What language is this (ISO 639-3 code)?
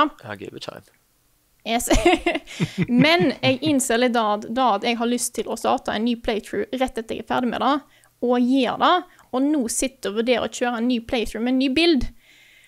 nor